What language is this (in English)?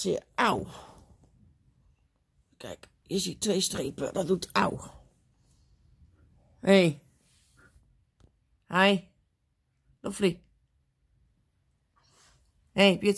Dutch